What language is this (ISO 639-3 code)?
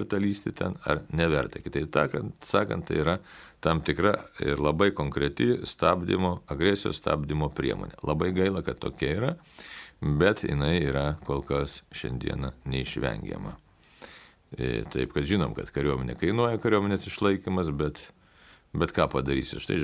lit